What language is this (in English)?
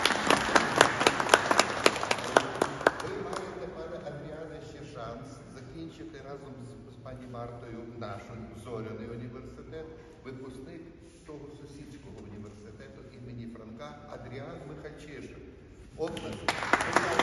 Ukrainian